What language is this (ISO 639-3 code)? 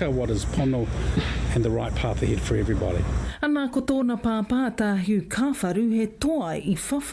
mri